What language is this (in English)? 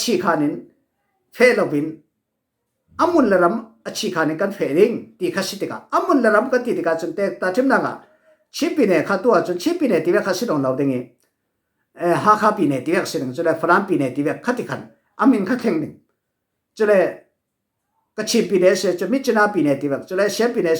Falam Chin